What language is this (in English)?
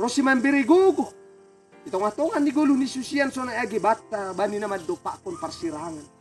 Batak Simalungun